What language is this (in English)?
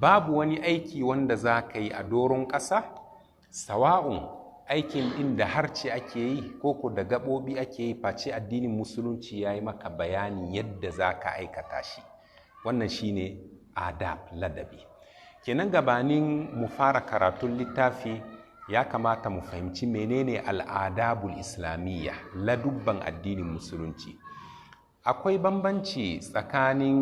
Hausa